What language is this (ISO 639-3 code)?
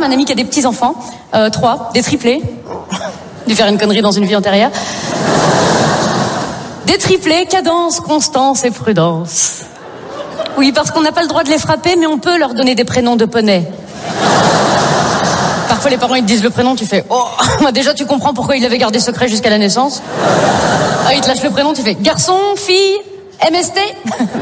fra